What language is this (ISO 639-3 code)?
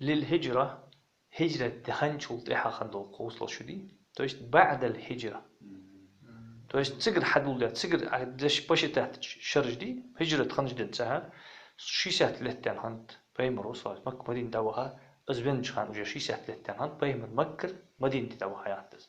inh